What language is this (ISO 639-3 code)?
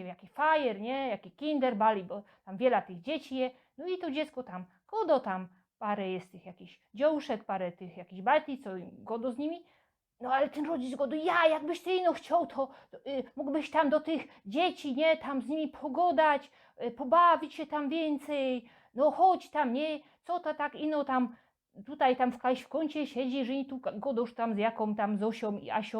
szl